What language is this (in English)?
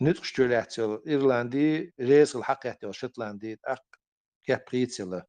Chechen